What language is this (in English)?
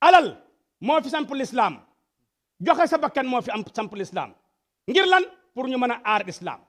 Wolof